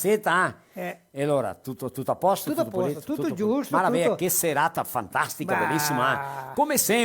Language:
Venetian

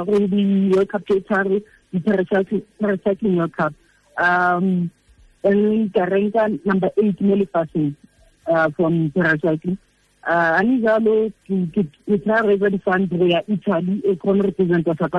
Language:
Tswana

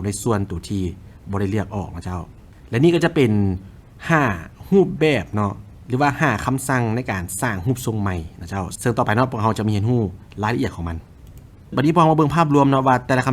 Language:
Lao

